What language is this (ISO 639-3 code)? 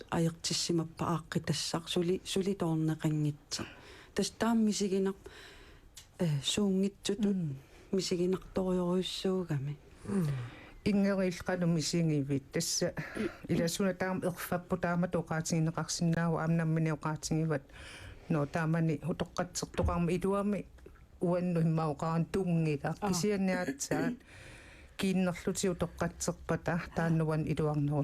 kal